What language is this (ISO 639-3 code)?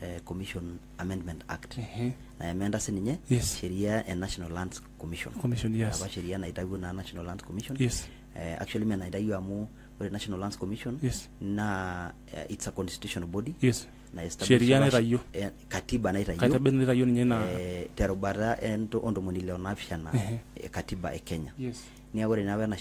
mas